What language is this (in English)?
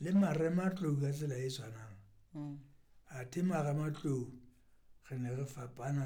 Southern Sotho